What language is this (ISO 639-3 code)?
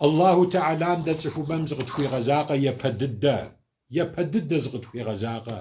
kbd